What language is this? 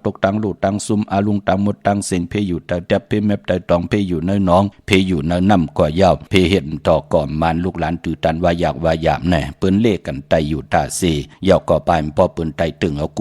Shan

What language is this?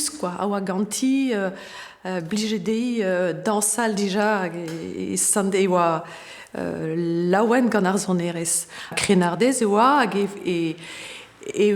Breton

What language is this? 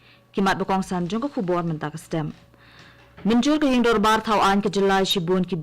Khasi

